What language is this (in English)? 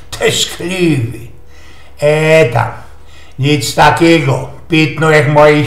Silesian